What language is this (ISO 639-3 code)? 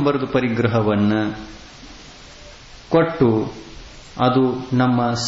kan